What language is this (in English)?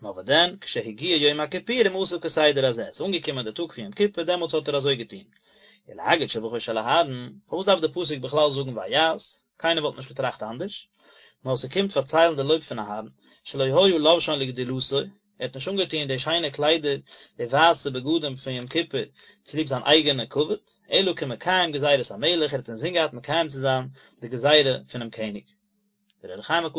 Yiddish